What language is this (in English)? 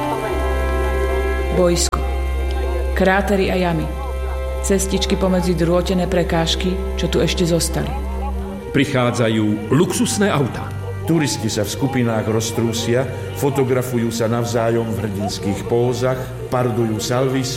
Slovak